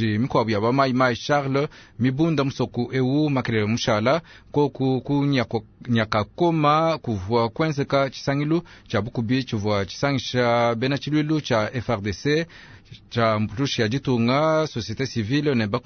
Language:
Luba-Lulua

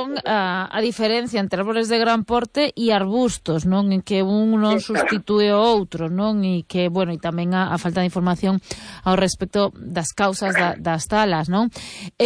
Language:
Galician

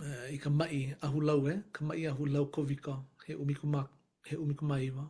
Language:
Hawaiian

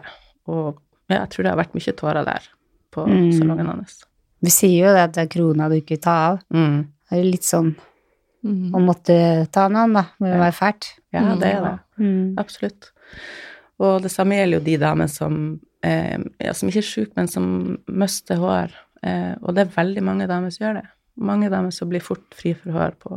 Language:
Norwegian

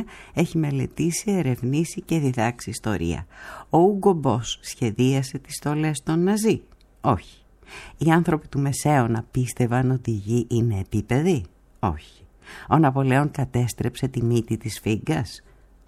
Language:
Greek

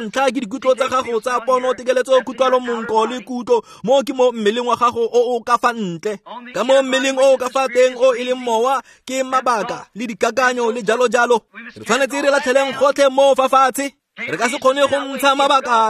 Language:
Tswana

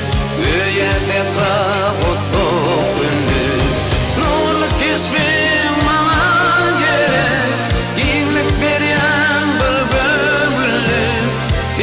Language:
Turkmen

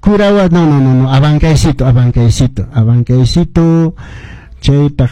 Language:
Quechua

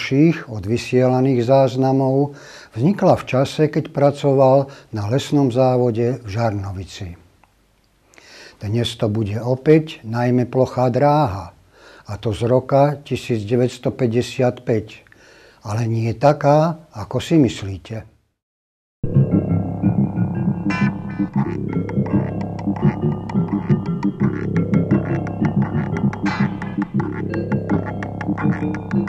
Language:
Slovak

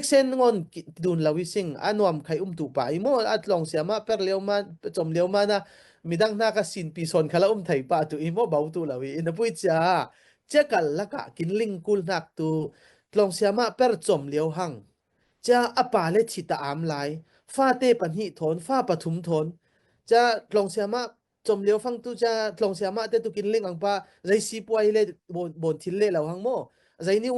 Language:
Falam Chin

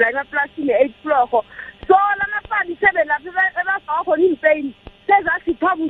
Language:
South Ndebele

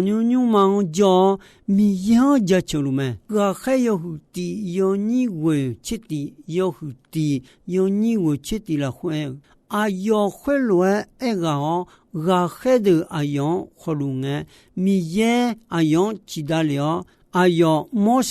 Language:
Akha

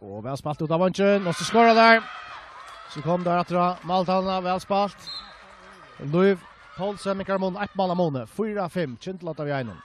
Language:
Faroese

